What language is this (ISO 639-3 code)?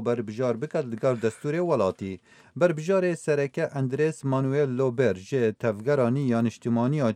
kur